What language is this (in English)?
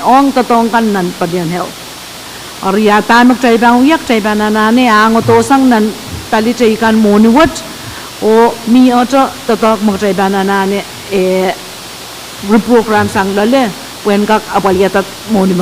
Pohnpeian